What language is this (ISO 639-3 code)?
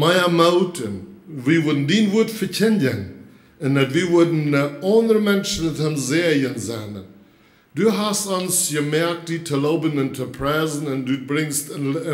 pdt